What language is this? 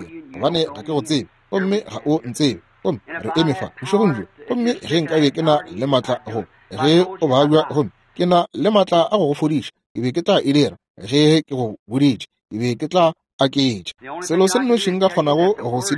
Northern Sotho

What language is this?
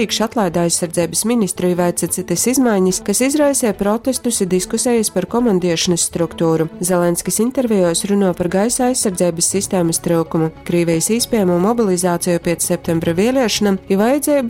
Latgalian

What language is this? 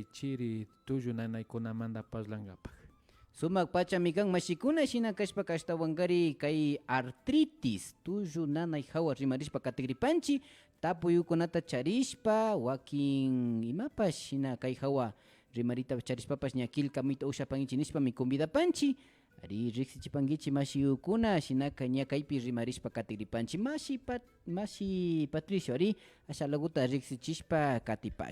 Imbabura Highland Quichua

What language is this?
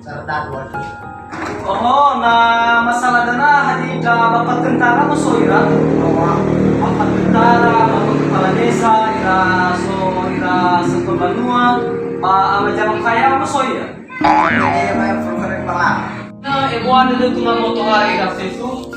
Nias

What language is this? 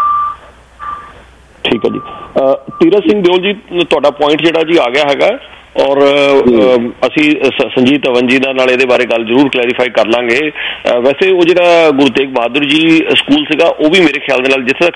Punjabi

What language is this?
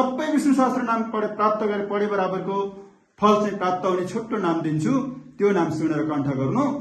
Nepali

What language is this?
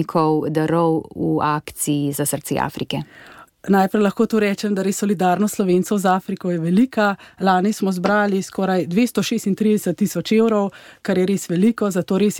Slovenian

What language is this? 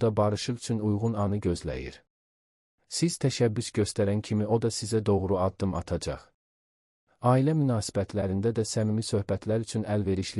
Azerbaijani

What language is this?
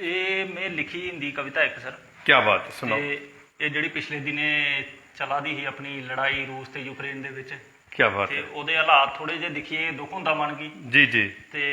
Dogri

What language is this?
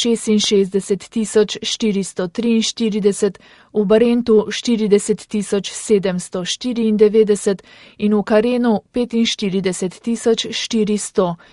Slovenian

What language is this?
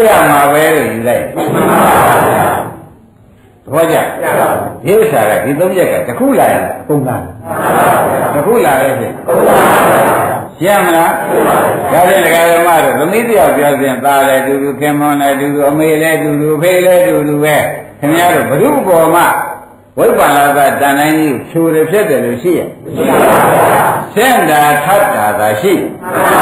Burmese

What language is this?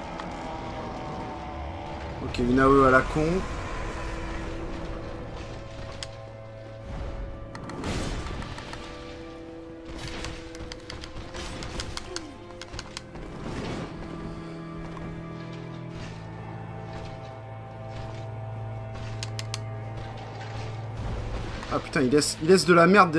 French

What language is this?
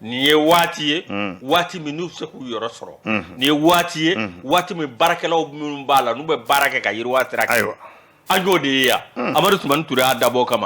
Bambara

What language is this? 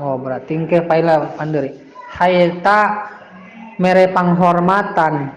Sundanese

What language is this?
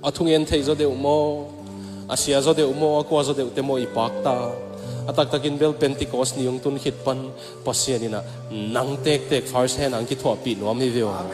Tedim Chin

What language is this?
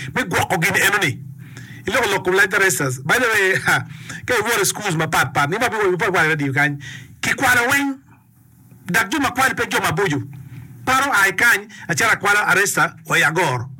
Acoli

